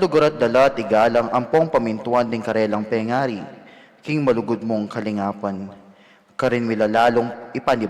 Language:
Pampanga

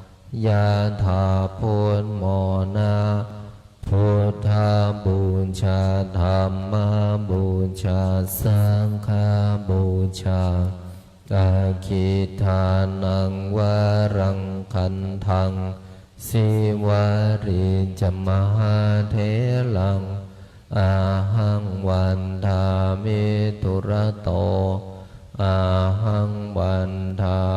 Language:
Pali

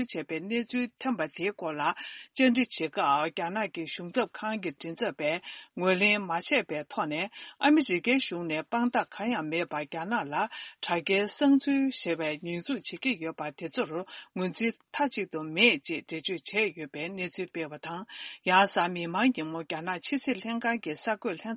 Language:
Tibetan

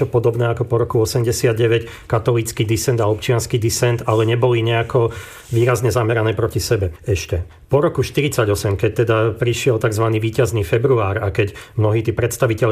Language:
Slovak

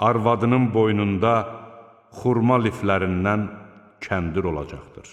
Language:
Azerbaijani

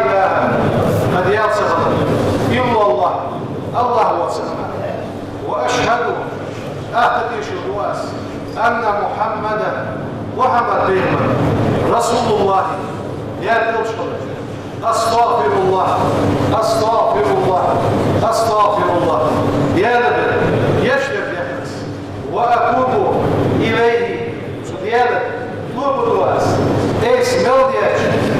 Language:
Ingush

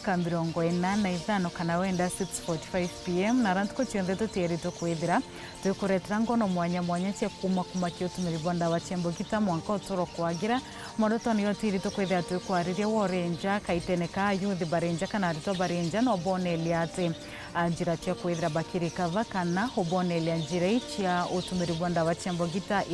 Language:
Meru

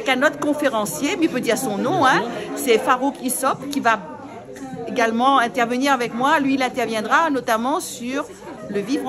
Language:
Réunion Creole French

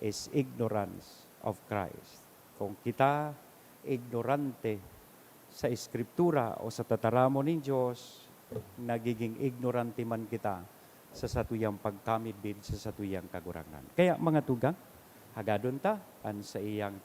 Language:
Bikol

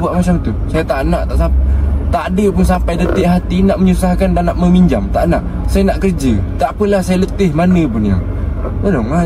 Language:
Malay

